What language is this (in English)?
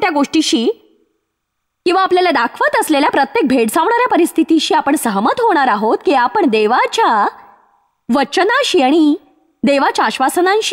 Marathi